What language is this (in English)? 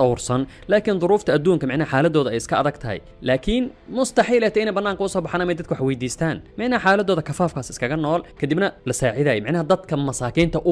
Somali